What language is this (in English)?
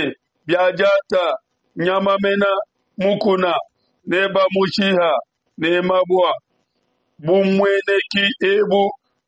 Luba-Lulua